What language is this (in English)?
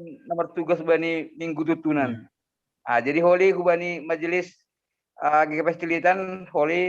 Batak Simalungun